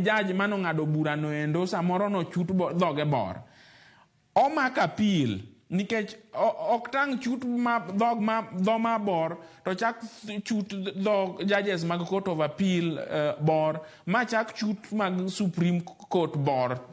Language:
Luo (Kenya and Tanzania)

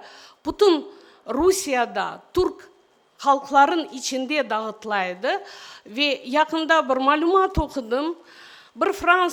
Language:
Crimean Tatar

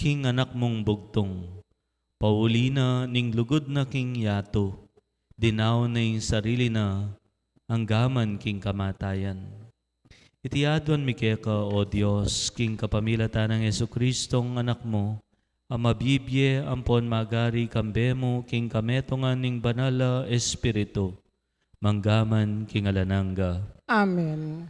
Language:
Pampanga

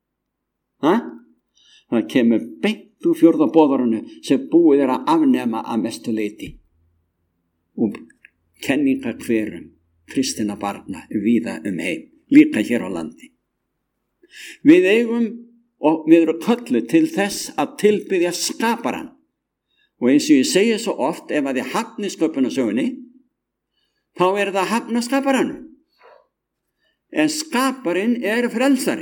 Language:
Icelandic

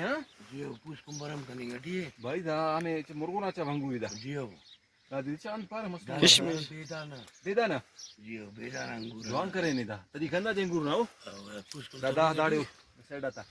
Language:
Brahui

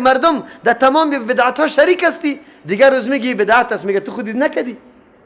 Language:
Persian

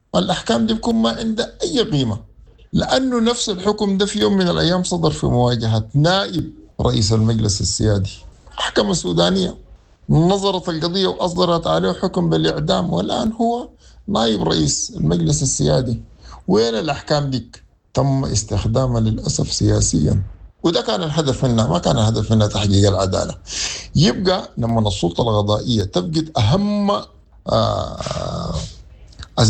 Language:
Sudanese Arabic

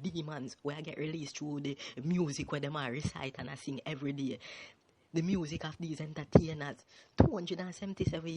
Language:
Jamaican Creole English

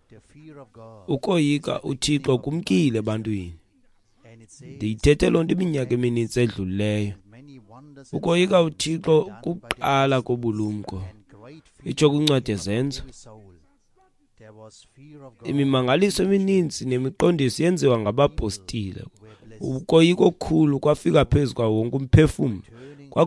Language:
Xhosa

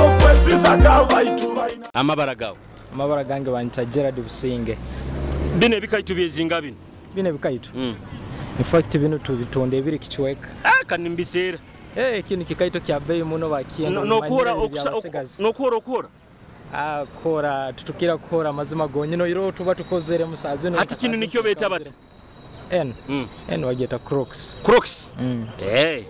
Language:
Nyoro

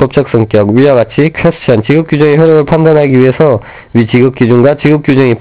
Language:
Korean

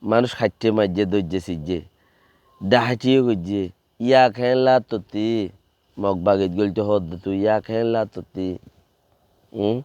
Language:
Rohingya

